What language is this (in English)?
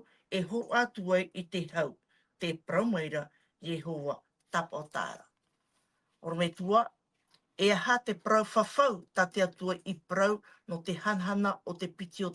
Tahitian